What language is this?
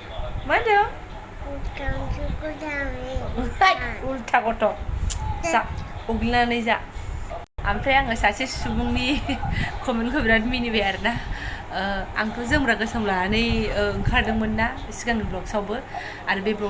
Bodo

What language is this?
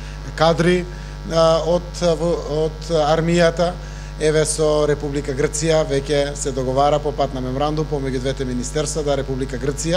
Macedonian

